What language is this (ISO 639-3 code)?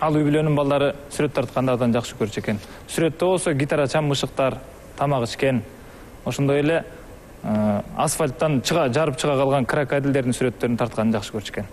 kir